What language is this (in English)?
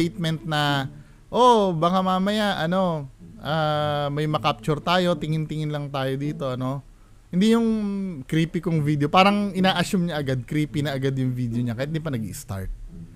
Filipino